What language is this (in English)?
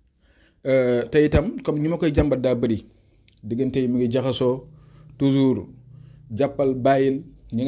Wolof